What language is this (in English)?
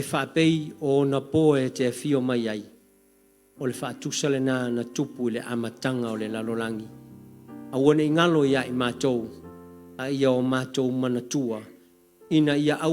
Samoan